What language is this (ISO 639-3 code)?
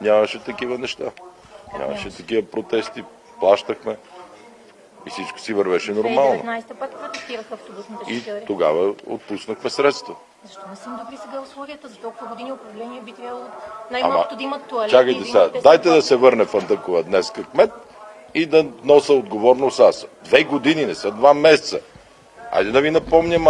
bul